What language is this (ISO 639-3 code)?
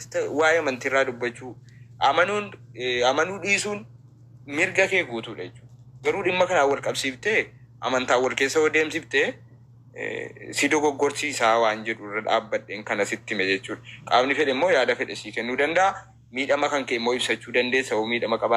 orm